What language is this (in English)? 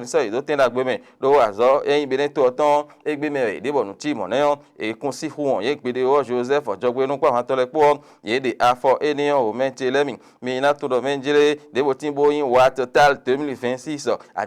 Fon